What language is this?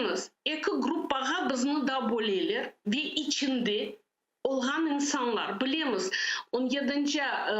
Crimean Tatar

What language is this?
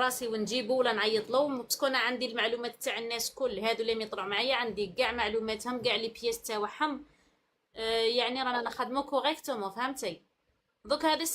Algerian Arabic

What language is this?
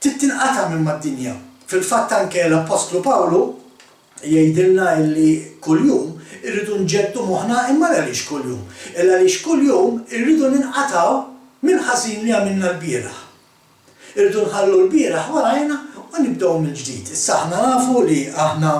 Maltese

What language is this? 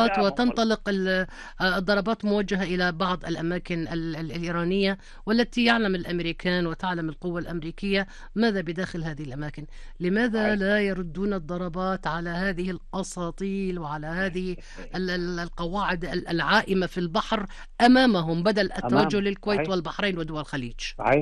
Gulf Arabic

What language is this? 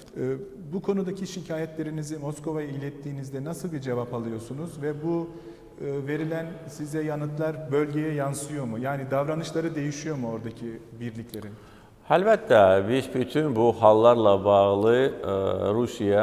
Azerbaijani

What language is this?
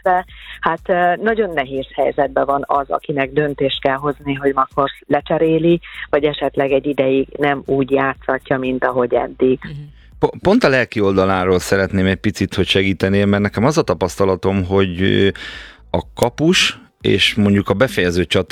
Hungarian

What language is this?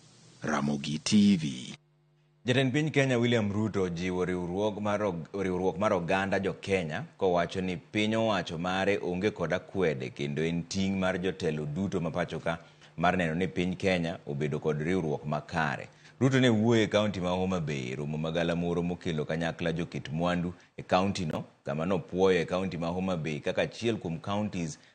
Luo (Kenya and Tanzania)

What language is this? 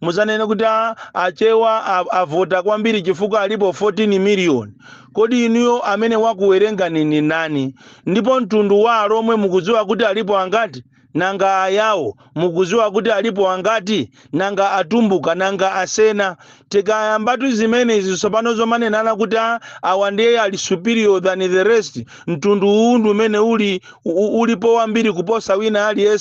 Nyanja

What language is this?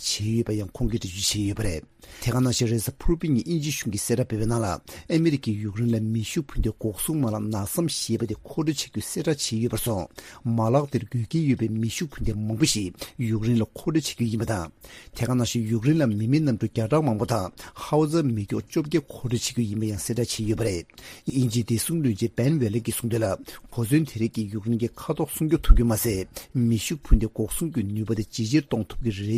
Tibetan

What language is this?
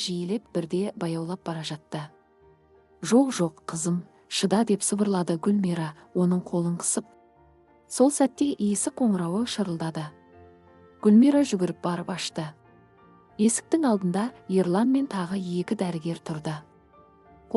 Kazakh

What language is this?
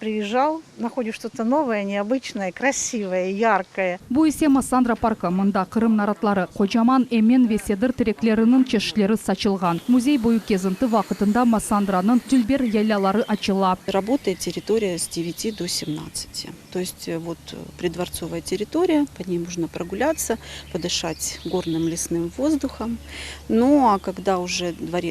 Crimean Tatar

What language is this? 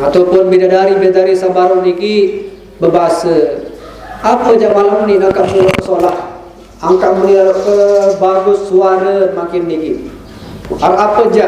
Sasak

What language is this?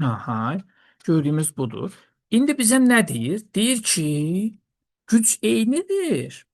Azerbaijani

